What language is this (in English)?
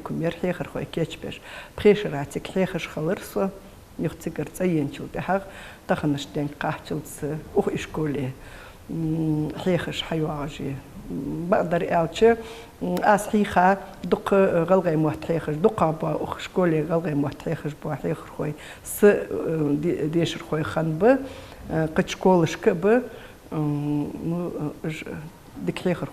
Ingush